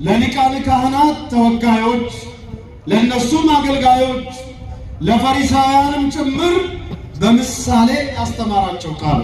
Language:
Amharic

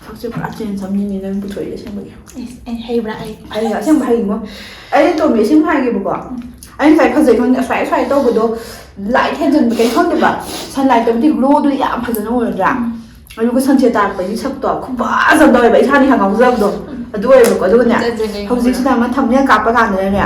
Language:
Manipuri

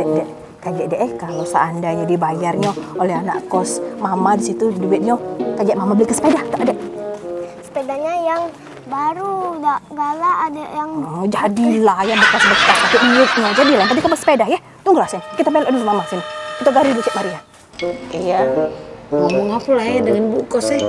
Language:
Musi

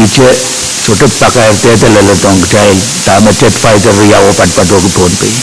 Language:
Pohnpeian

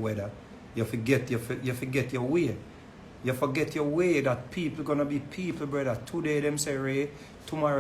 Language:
Jamaican Creole English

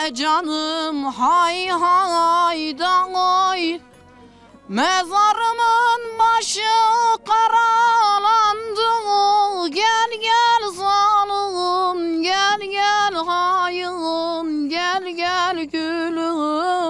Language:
Zaza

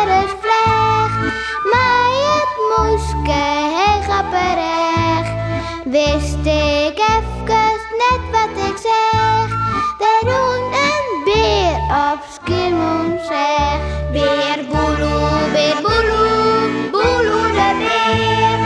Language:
Western Frisian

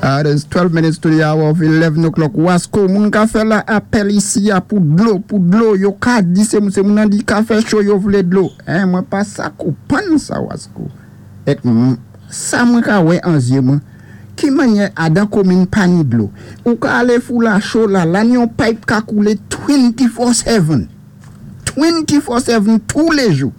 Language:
Saint Lucian Creole French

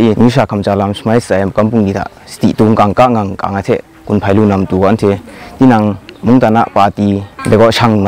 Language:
Kachin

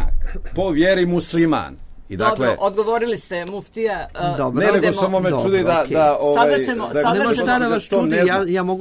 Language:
Serbian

